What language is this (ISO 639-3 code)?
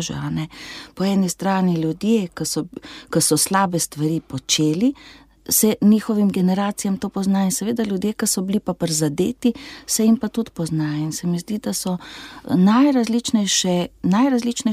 slv